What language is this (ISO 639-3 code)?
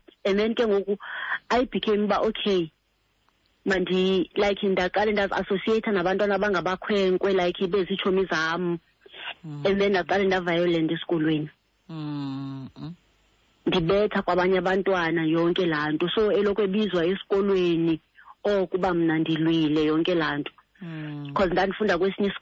xho